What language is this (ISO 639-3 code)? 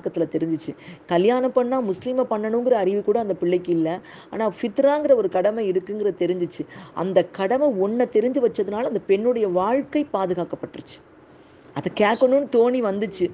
tam